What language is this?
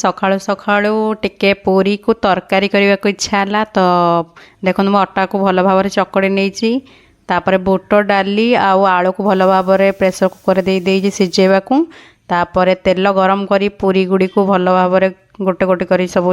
Odia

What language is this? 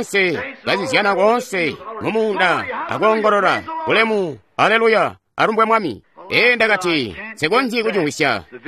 Tonga (Zambia)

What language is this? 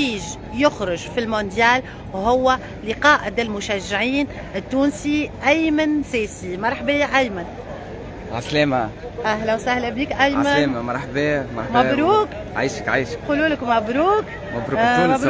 Tunisian Arabic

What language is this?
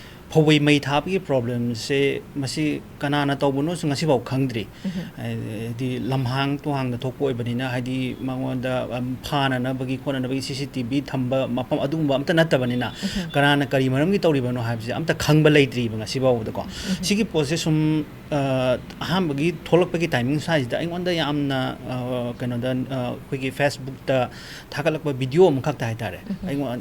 Manipuri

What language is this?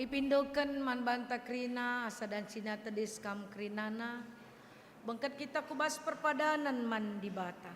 Batak Karo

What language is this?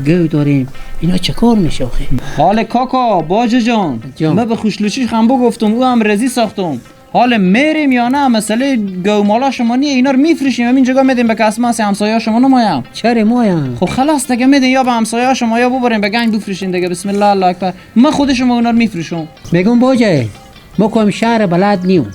Persian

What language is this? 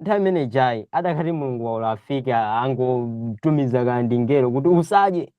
Nyanja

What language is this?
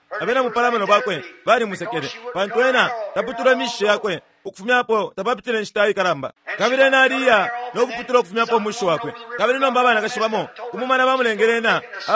Bemba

